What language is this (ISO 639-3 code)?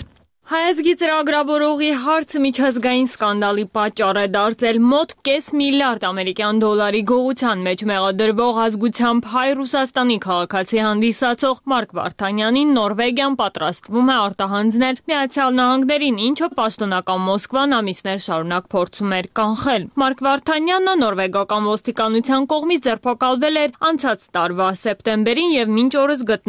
hye